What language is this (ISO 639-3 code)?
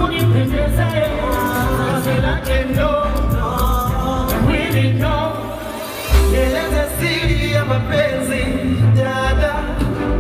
swa